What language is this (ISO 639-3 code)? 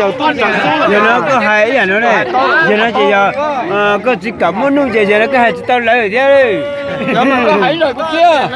hmn